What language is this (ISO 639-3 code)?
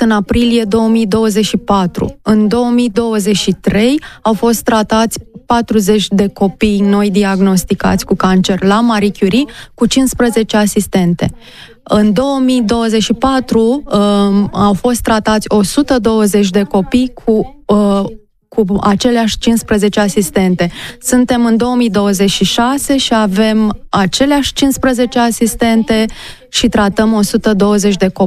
ron